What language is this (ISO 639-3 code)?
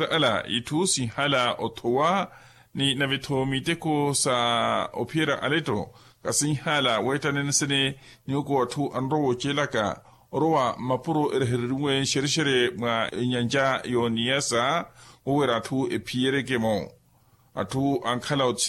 vmw